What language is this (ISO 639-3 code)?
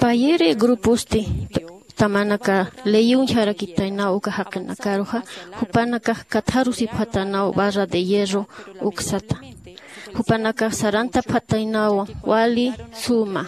aym